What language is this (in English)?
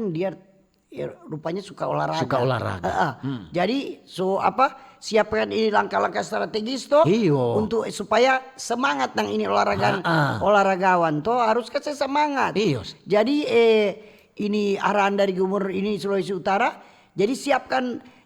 Manado Malay